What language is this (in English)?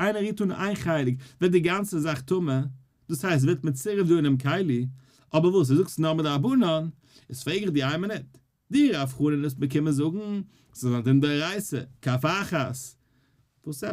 Yiddish